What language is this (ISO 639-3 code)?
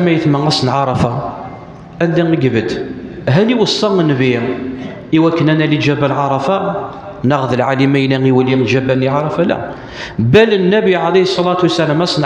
kab